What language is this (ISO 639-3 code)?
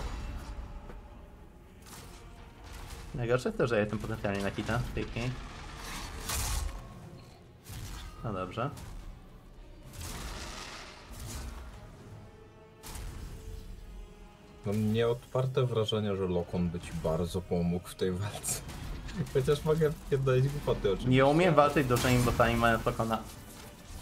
pol